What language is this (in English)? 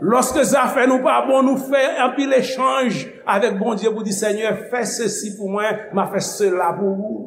Haitian Creole